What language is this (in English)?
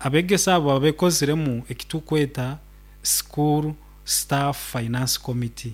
Nyoro